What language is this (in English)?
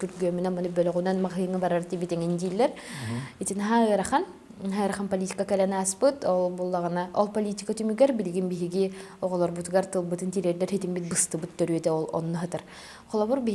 Yakut